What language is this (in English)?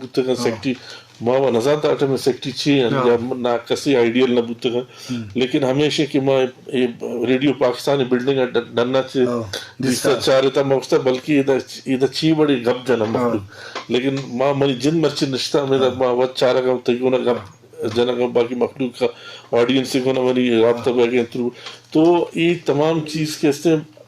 Eastern Balochi